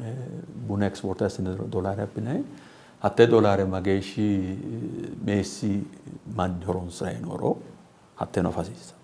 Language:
Sidamo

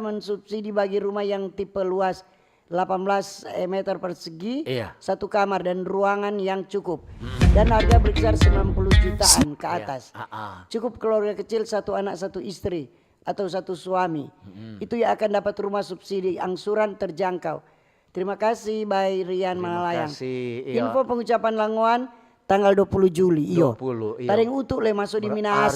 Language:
Manado Malay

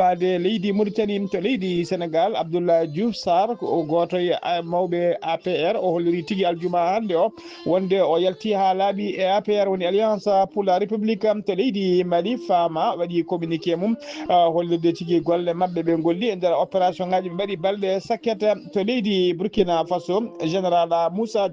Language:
Fula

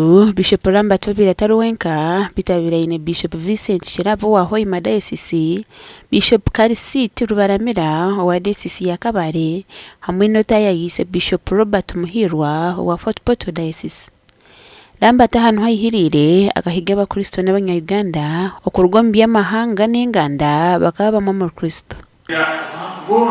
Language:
Nyankole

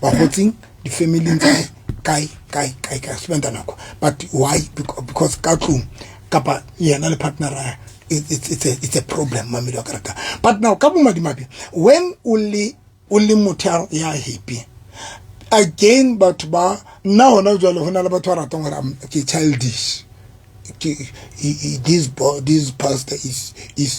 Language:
Southern Sotho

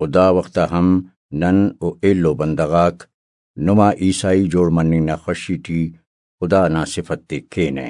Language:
Brahui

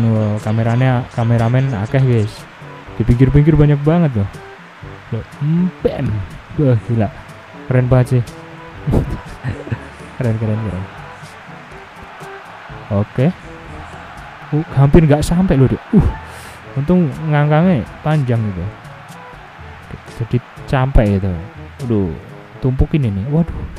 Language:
Indonesian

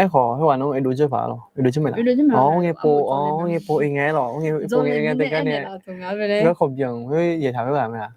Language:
Akha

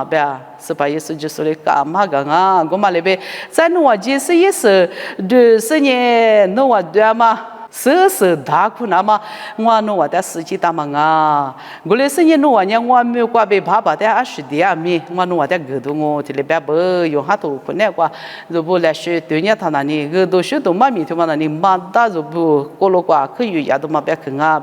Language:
Lisu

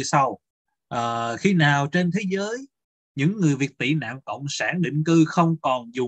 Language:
Vietnamese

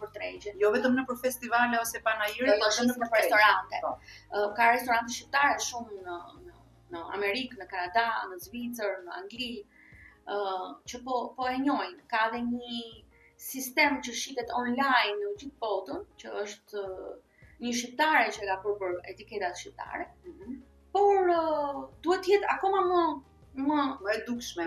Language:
Albanian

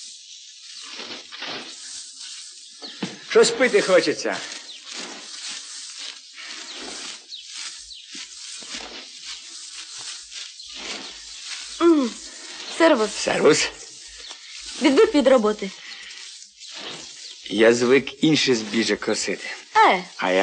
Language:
Ukrainian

